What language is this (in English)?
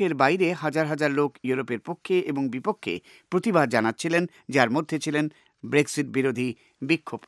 Bangla